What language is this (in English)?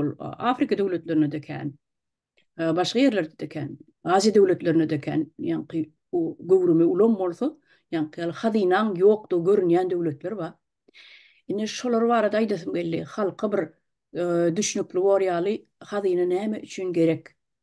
Turkmen